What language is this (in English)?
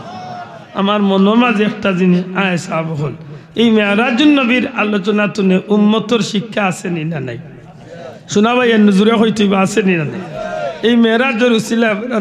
Sylheti